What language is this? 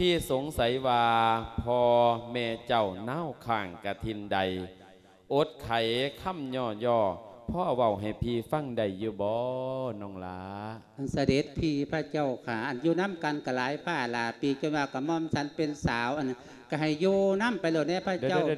Lao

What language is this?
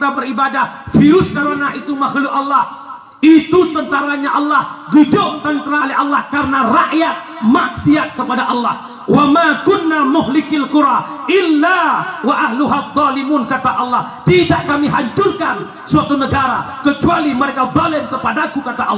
Achinese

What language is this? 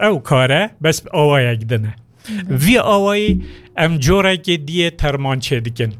Kurdish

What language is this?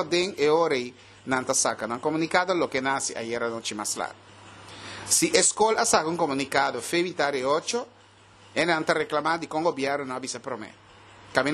Papiamento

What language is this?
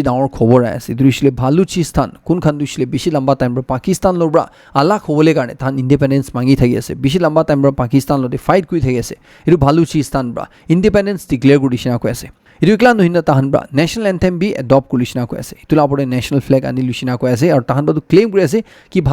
Naga Pidgin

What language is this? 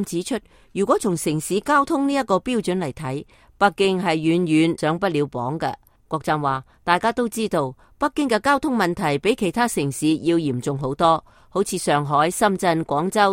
Cantonese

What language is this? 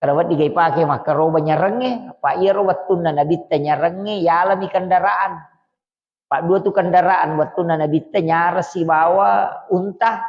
Buginese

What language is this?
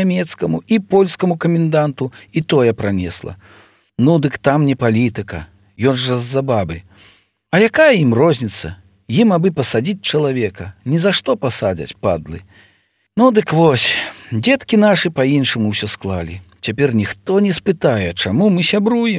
Belarusian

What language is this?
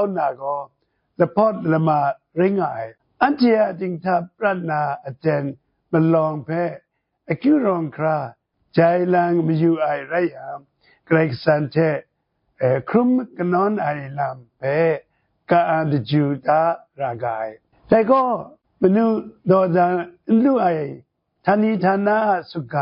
Kachin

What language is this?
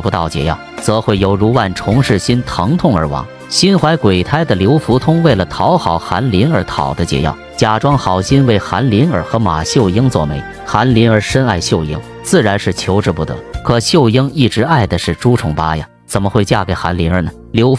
Chinese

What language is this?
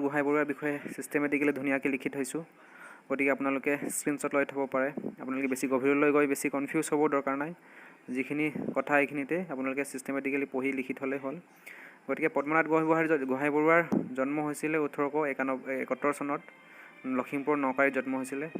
Assamese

